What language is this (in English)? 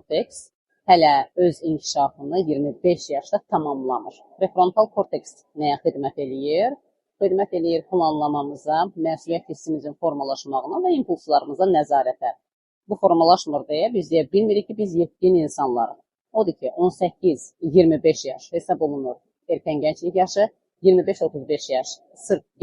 Azerbaijani